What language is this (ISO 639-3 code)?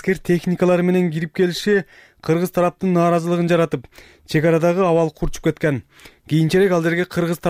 kir